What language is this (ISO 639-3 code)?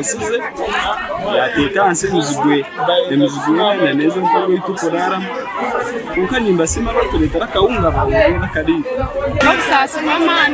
nyn